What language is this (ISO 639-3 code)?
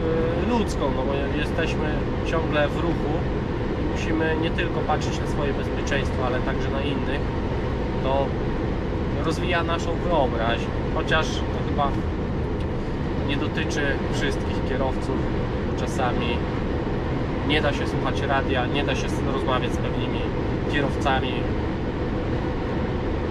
pol